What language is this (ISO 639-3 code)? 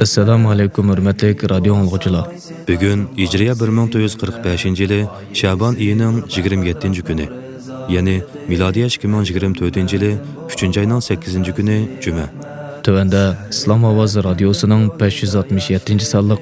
uig